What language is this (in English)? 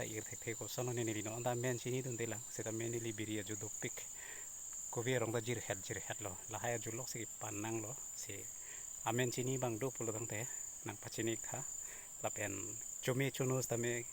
Karbi